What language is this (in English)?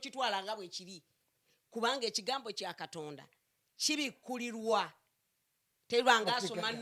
Ganda